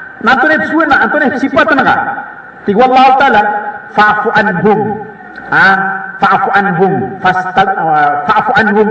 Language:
Maranao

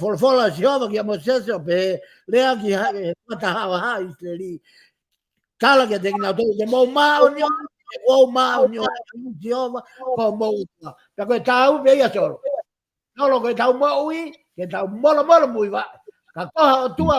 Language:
Tongan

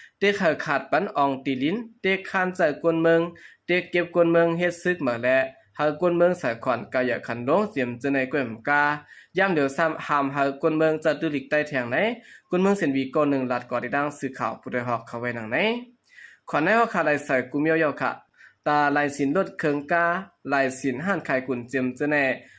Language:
Shan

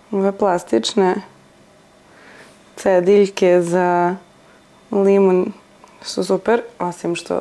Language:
Serbian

